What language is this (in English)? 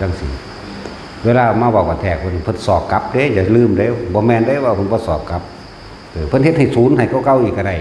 Northeastern Thai